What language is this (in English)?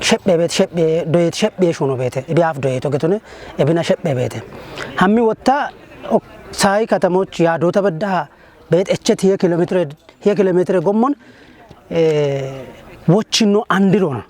Kafa